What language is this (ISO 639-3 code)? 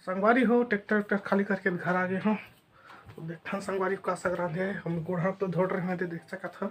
hne